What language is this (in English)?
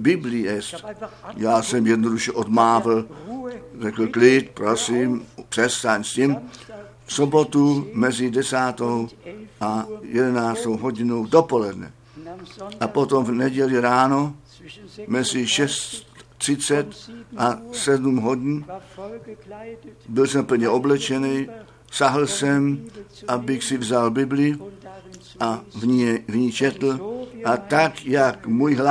Czech